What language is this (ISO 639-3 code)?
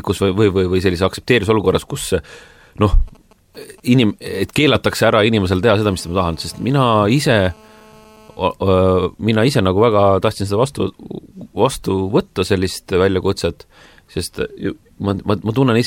est